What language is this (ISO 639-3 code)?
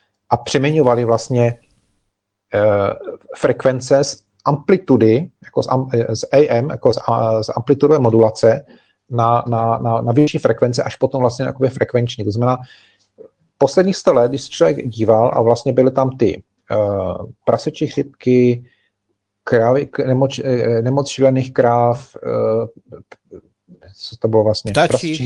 ces